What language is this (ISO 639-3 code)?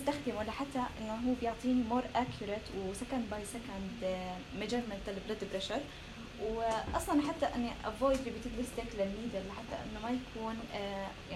apc